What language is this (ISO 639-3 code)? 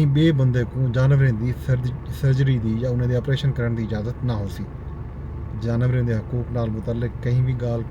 skr